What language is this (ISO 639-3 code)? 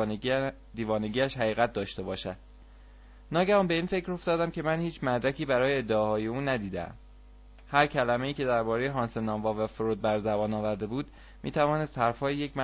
fas